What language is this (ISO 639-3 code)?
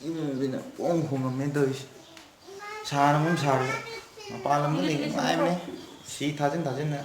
mni